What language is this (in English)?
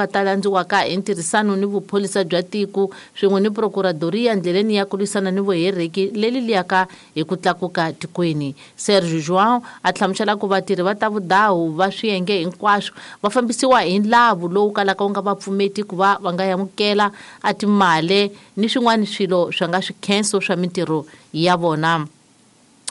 Tsonga